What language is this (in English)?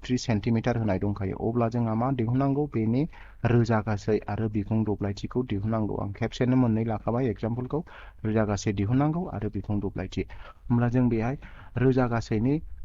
Bodo